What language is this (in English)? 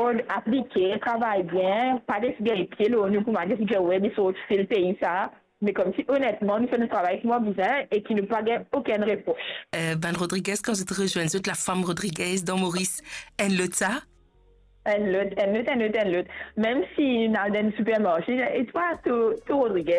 Morisyen